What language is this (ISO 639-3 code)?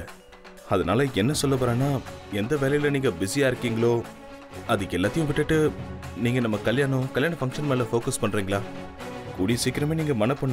tam